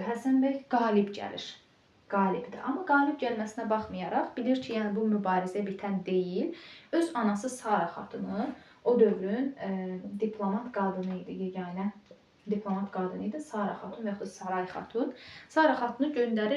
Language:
Azerbaijani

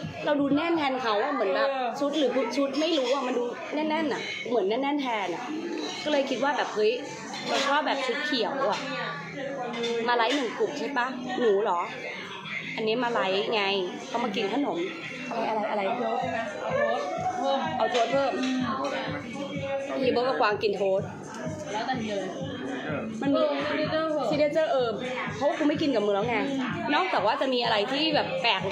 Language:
Thai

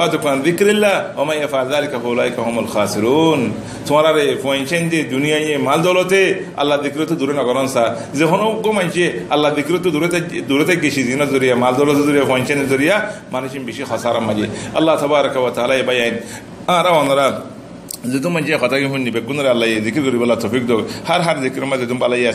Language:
Rohingya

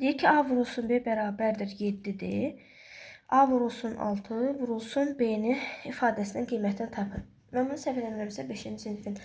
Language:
Azerbaijani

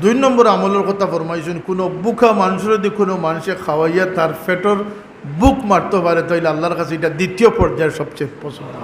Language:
Sylheti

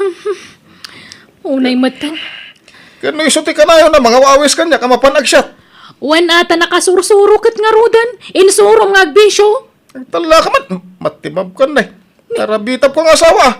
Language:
Iloko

